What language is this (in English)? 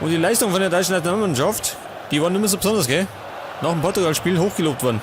Bavarian